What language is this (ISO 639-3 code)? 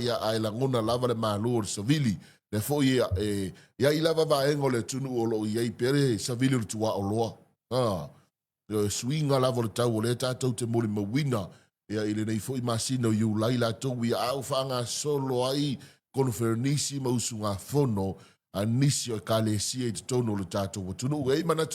smo